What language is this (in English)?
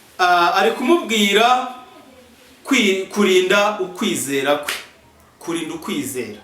Kinyarwanda